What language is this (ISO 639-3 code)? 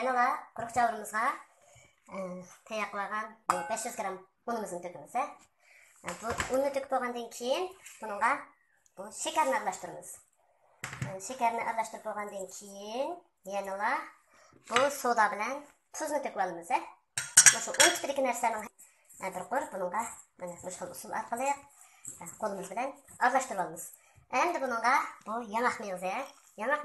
uig